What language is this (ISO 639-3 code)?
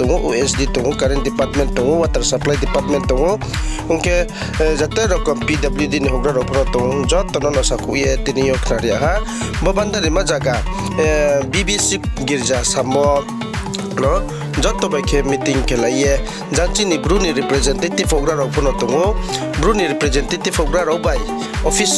ria